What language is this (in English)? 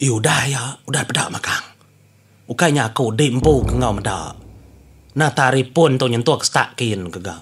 Iban